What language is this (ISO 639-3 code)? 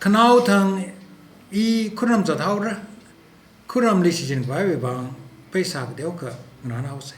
nmf